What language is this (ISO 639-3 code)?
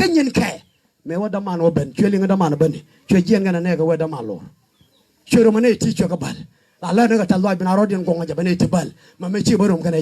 nus